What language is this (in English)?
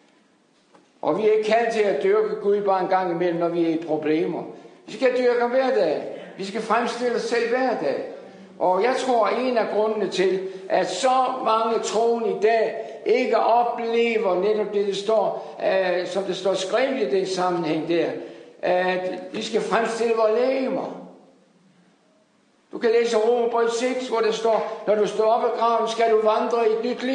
Danish